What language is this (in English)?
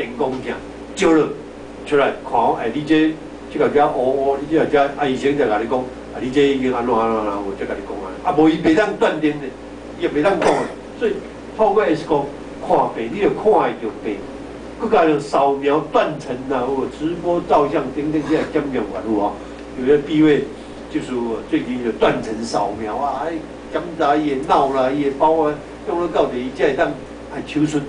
Min Nan Chinese